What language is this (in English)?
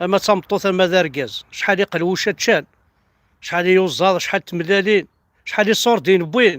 Kabyle